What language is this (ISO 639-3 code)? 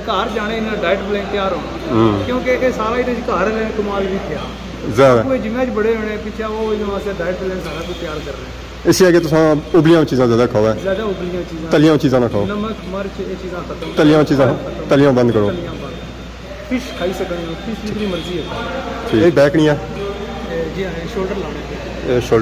phr